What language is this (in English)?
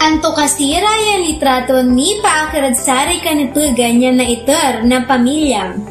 Pangasinan